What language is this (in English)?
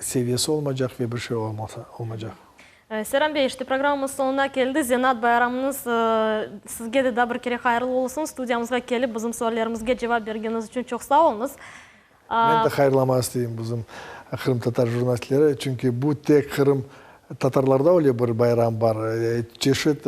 Crimean Tatar